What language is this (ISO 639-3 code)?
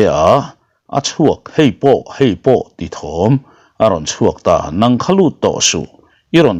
lus